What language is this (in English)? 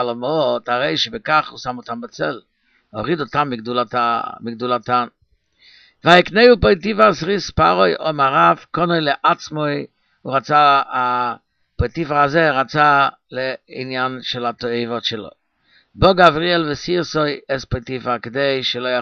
Hebrew